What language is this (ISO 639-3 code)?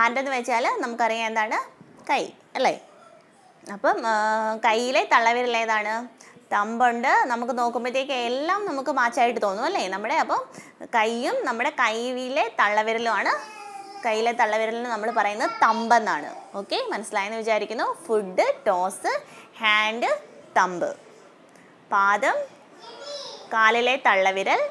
mal